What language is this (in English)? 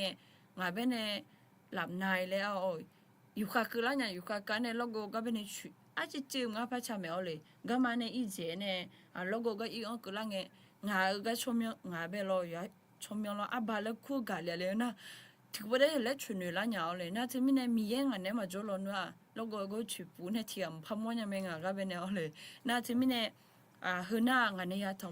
Akha